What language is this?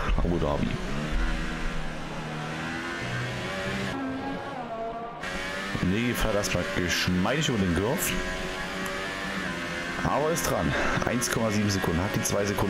German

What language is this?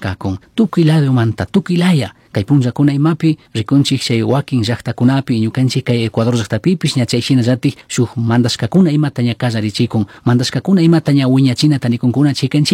Chimborazo Highland Quichua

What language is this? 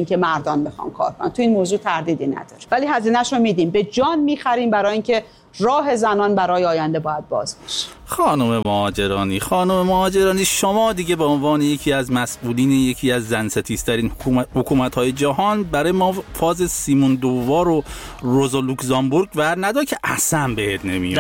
Persian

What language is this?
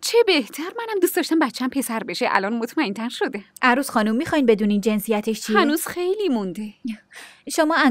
Persian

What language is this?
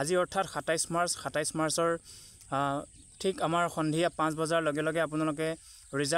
Assamese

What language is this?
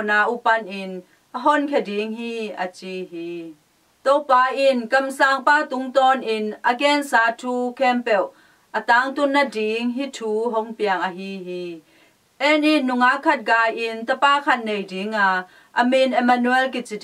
Tedim Chin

